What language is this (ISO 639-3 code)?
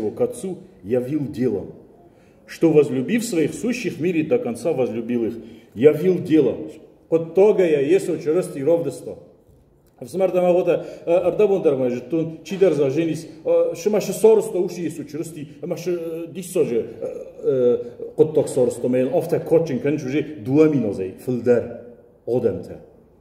oss